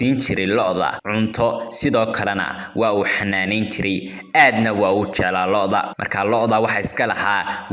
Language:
Somali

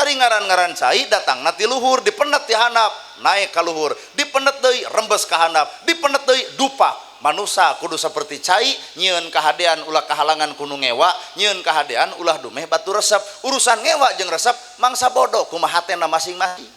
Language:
Sundanese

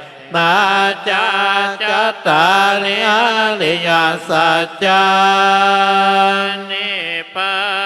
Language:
Pali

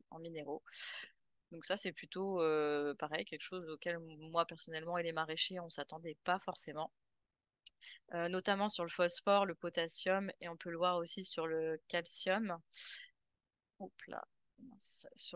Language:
French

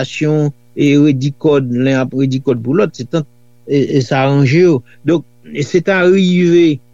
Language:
Haitian Creole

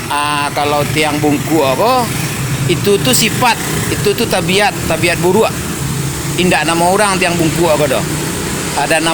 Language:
Minangkabau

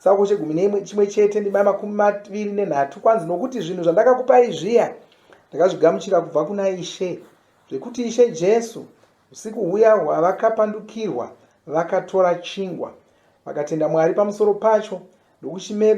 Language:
Shona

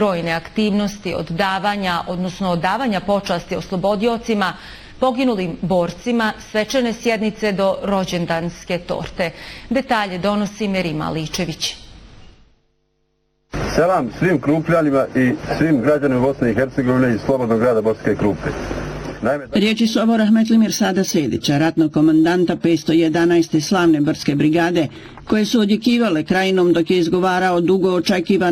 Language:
Bosnian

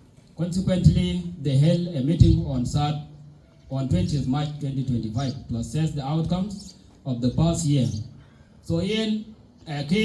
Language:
Dinka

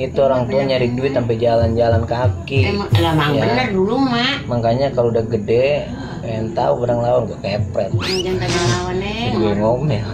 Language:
Betawi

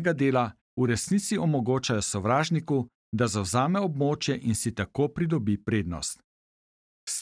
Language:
Slovenian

